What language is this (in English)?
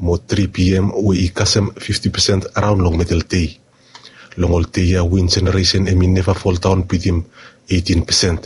Bislama